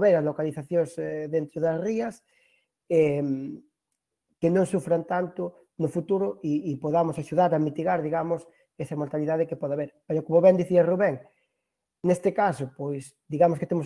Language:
Galician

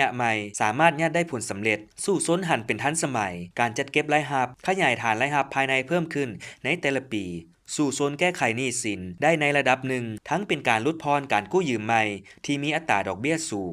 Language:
Lao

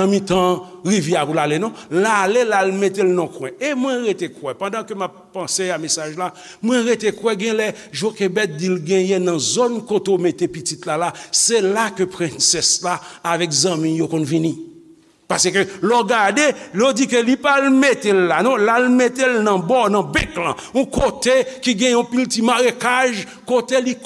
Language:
Haitian Creole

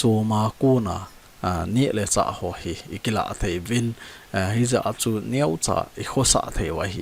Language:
Thado Chin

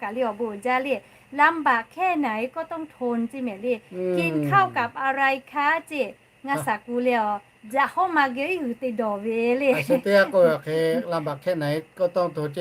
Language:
Lahu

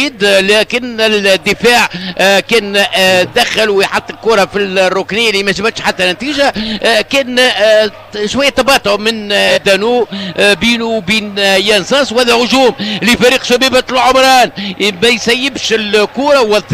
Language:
Tunisian Arabic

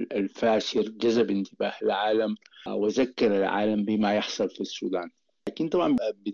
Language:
Sudanese Arabic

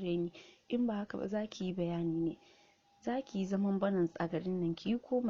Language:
Hausa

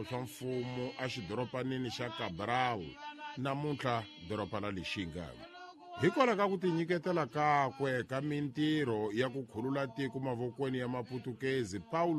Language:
Tsonga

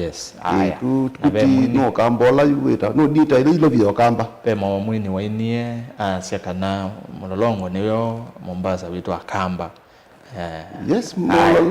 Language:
Kamba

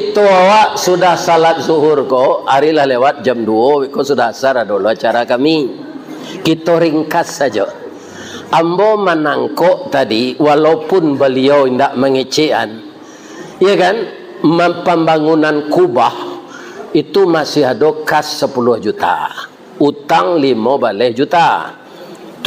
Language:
Minangkabau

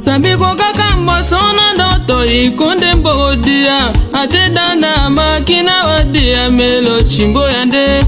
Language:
Tetela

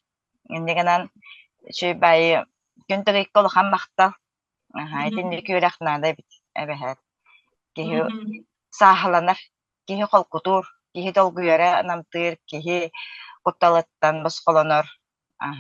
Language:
Yakut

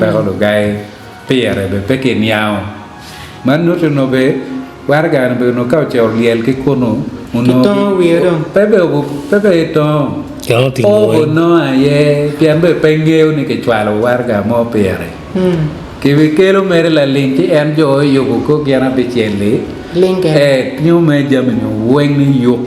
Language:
Acoli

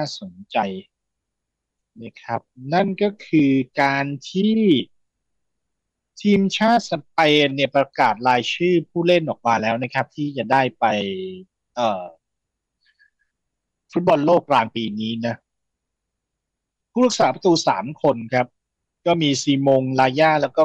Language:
Thai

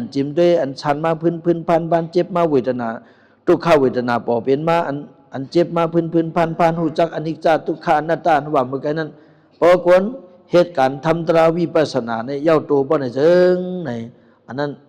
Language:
Shan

